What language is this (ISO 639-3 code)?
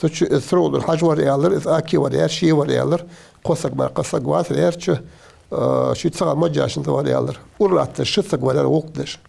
inh